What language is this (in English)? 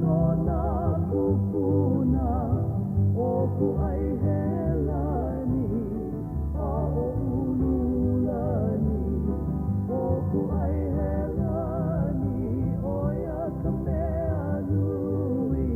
Hawaiian